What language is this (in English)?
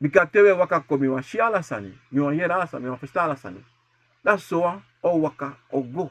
Sranan Tongo